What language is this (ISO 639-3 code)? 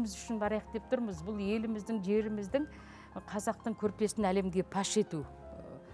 kaz